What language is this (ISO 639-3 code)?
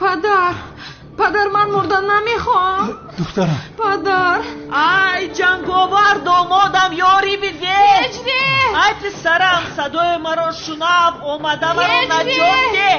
tgk